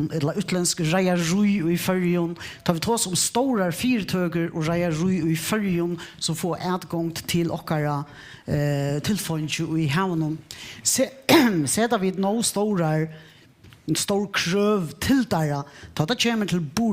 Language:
Faroese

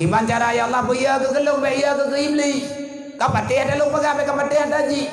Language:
Achinese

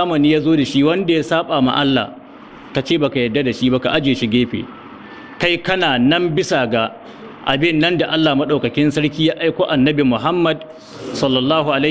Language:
Hausa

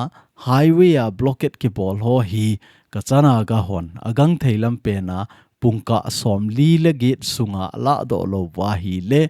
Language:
Thado Chin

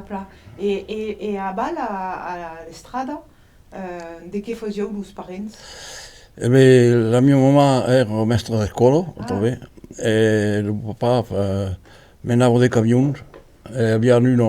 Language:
Occitan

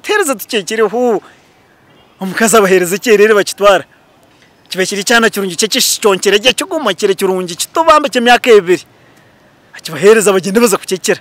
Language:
Nyankole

